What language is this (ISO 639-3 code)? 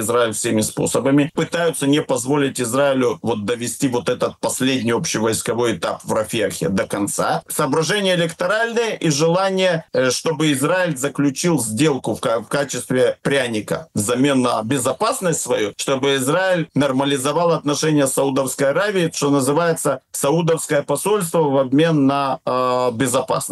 rus